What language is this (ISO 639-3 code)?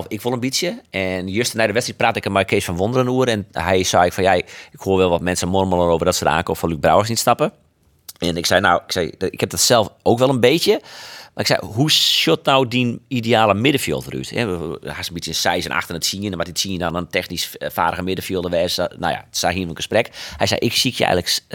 fry